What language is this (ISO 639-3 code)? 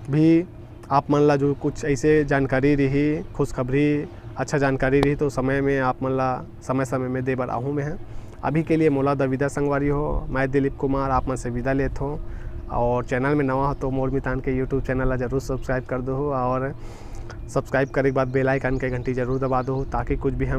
hne